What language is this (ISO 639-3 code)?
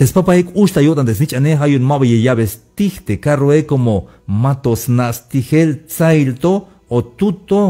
tzh